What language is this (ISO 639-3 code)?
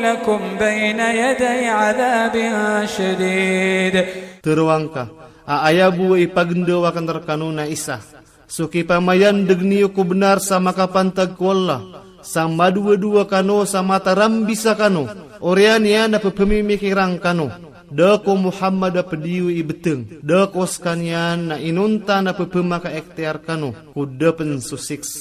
ilp